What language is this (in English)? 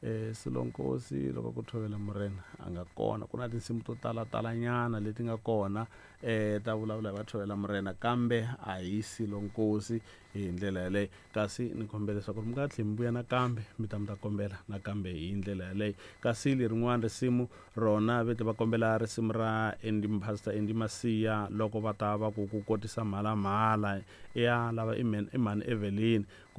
Tsonga